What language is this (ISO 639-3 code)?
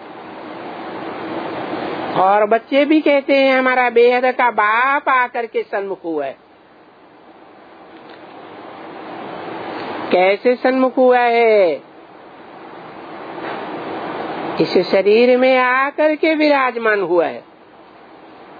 hin